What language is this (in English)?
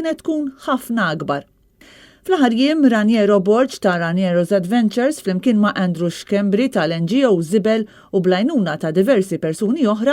Maltese